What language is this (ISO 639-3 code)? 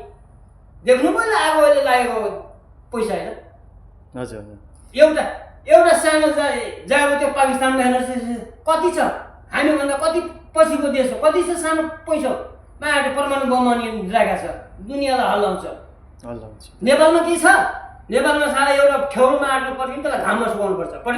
nep